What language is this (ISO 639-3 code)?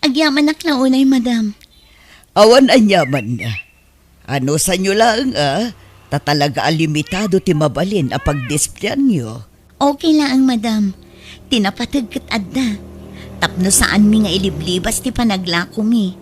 ilo